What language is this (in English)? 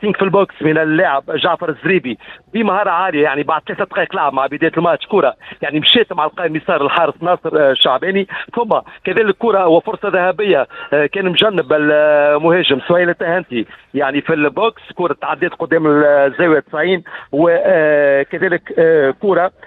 Tunisian Arabic